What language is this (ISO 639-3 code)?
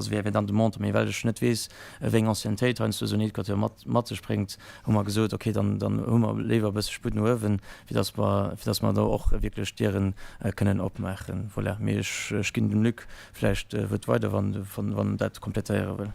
ltz